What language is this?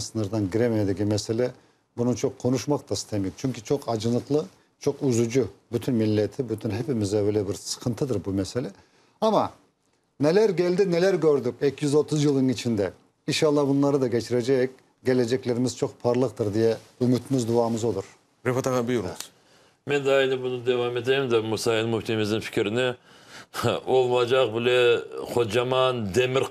Crimean Tatar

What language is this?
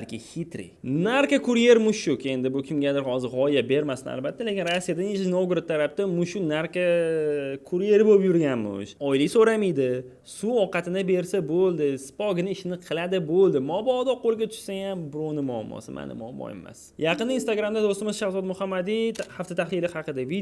Uzbek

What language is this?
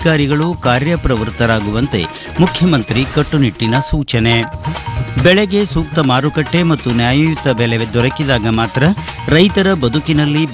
Kannada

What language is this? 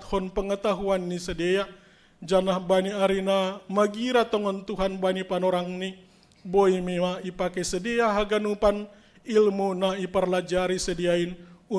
Batak Simalungun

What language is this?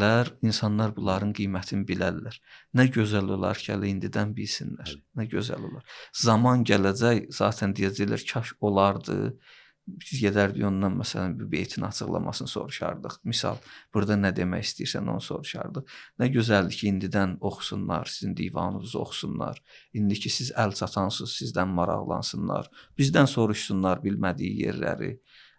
Azerbaijani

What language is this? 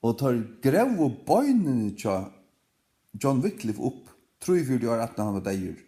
Faroese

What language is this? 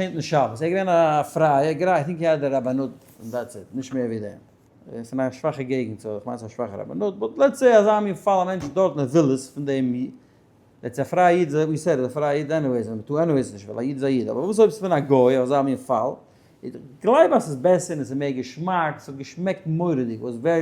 Yiddish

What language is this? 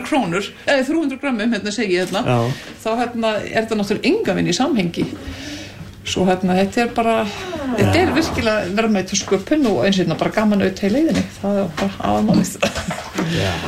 Icelandic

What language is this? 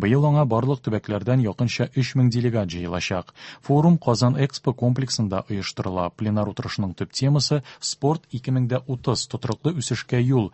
Tatar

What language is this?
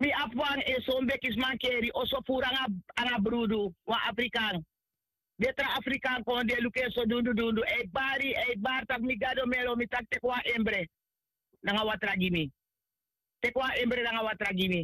Sranan Tongo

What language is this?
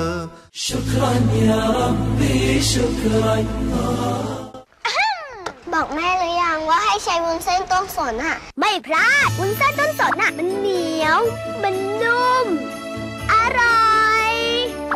Thai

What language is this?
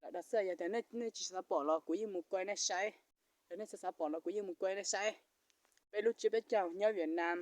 Hmong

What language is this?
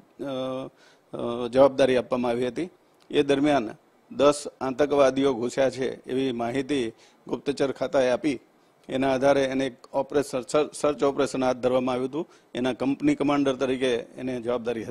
Gujarati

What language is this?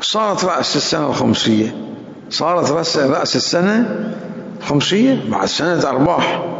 Mesopotamian Arabic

